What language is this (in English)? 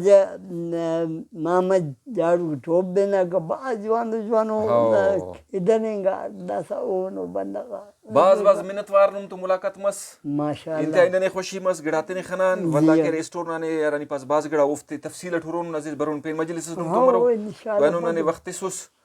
Brahui